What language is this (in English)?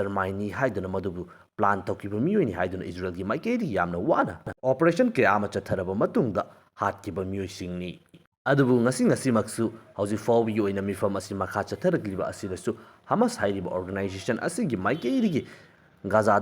Manipuri